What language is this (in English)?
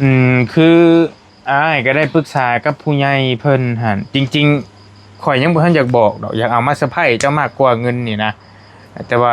Northeastern Thai